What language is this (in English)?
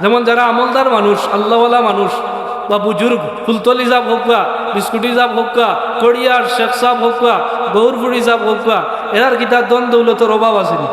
Sylheti